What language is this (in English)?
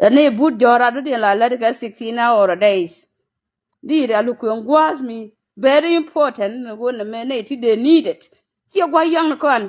Nuer